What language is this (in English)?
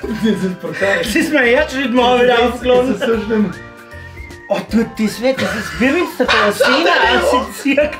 Bavarian